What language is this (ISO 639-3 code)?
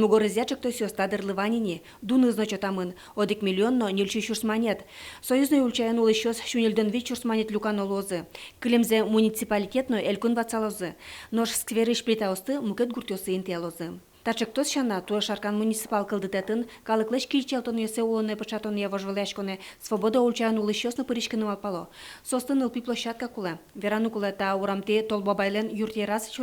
udm